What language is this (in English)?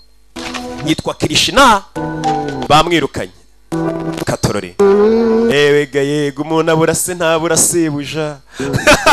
Kinyarwanda